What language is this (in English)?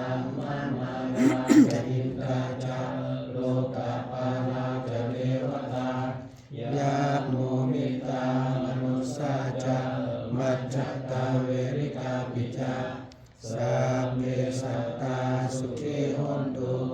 Pali